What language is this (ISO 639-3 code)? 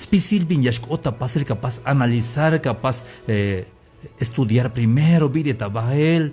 tzh